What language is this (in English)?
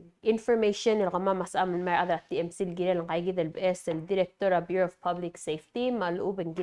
Palauan